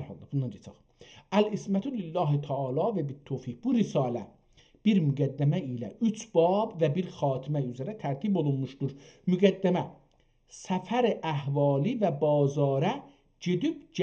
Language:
South Azerbaijani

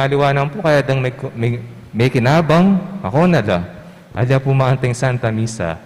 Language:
Pampanga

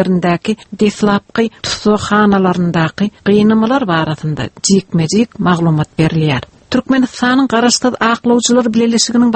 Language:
Turkmen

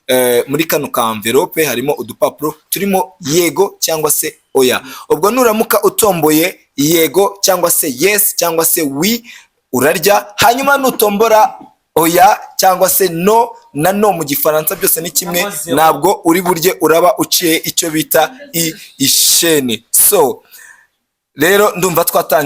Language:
Kinyarwanda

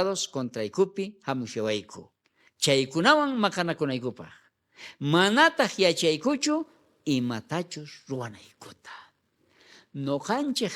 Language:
South Bolivian Quechua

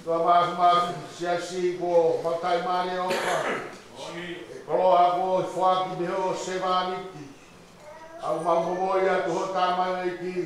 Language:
Tongan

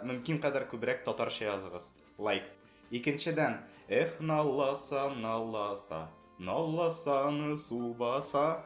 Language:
Tatar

